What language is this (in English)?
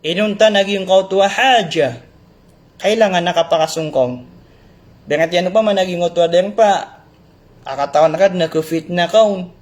Maranao